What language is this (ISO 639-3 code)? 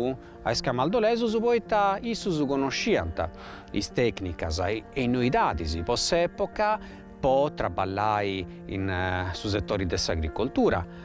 srd